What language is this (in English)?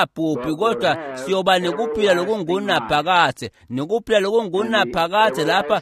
Swati